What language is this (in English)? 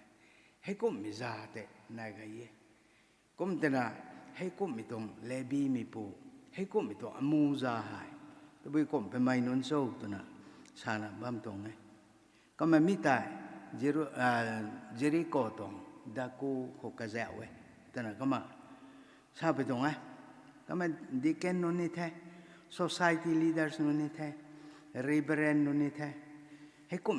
Rongmei Naga